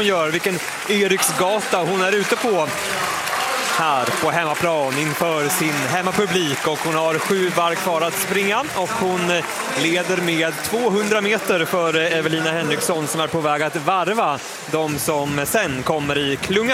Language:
Swedish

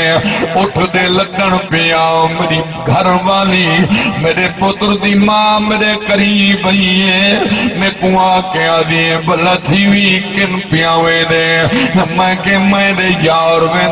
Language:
Saraiki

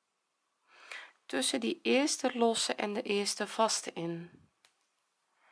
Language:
Dutch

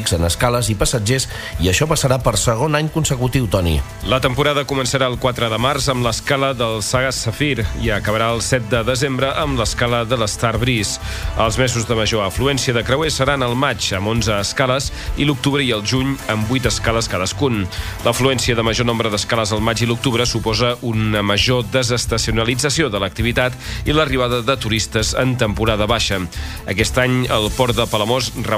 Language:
Catalan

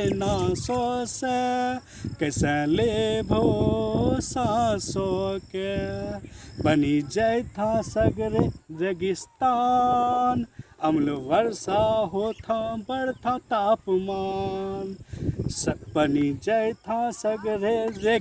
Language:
Angika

